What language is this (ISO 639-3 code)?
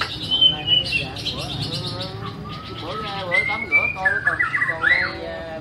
vie